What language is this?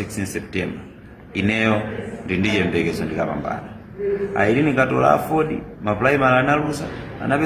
Nyanja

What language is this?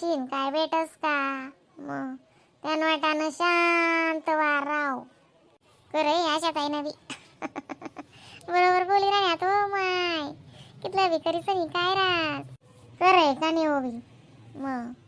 Khandesi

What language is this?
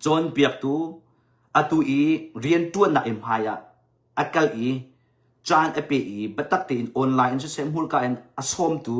Hakha Chin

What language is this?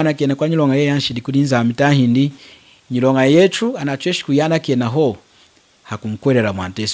Lunda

